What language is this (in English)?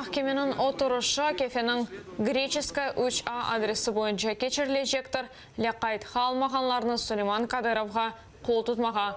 Crimean Tatar